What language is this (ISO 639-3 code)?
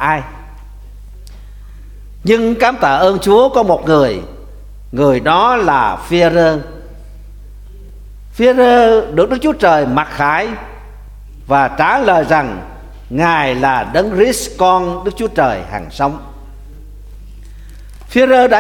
vie